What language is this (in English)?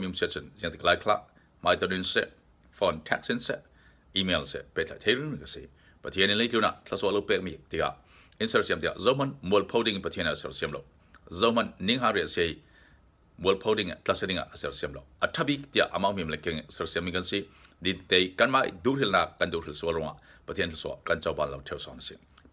Falam Chin